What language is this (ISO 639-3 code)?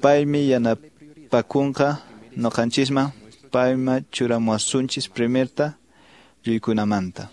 que